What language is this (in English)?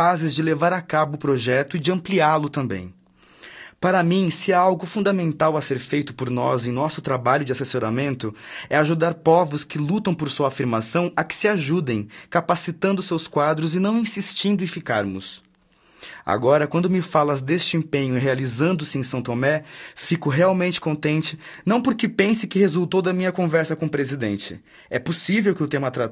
Portuguese